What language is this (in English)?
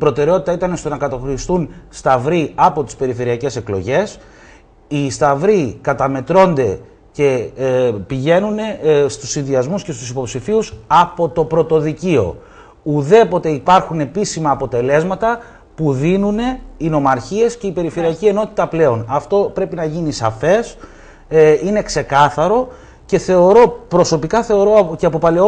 Greek